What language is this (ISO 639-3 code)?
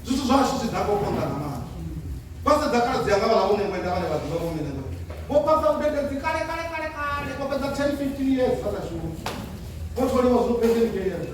ven